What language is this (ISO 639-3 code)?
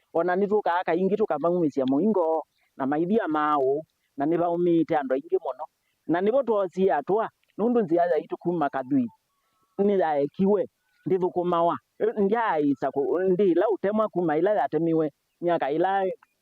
kam